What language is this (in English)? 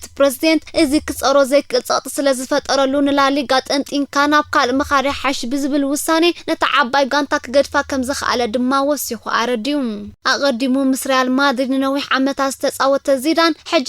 Tigrinya